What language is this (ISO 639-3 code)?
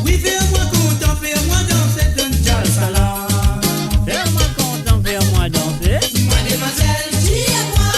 mfe